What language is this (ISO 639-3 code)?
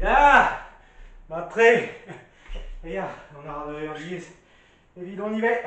bre